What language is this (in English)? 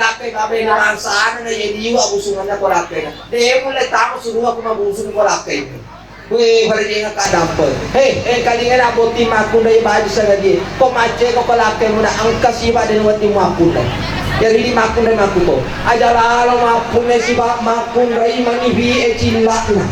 Buginese